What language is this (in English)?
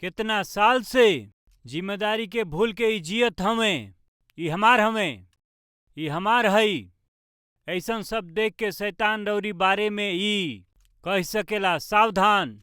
Bhojpuri